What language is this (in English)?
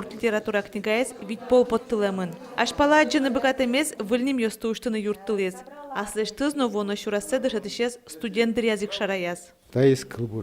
Udmurt